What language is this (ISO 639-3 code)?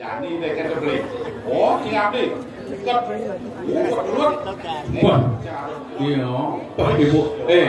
ban